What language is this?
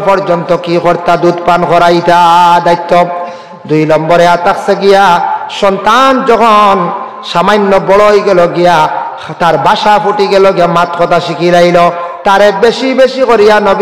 Sylheti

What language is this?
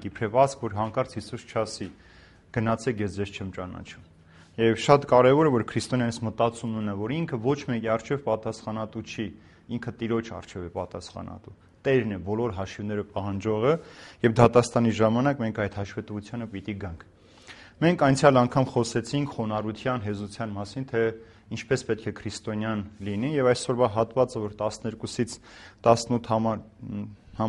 Armenian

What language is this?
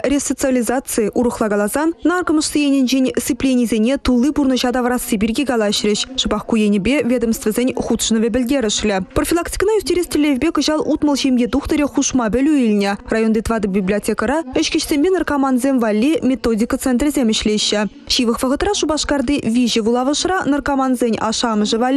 Chuvash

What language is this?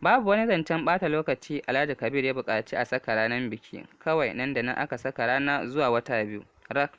Hausa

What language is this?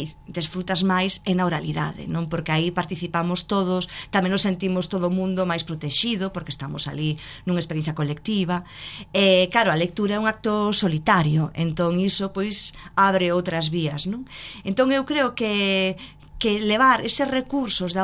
Galician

